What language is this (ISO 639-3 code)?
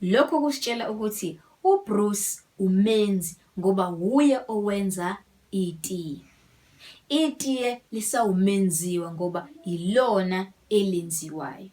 zul